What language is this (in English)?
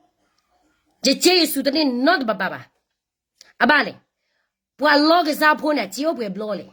S'gaw Karen